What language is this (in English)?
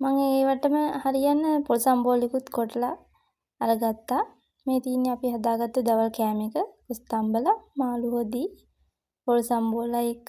Sinhala